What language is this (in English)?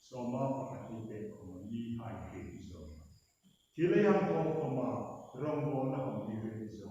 Hmar